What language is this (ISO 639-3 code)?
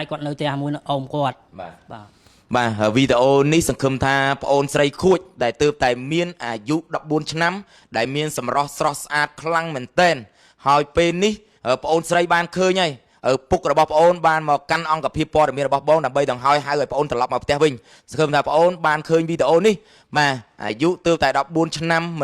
khm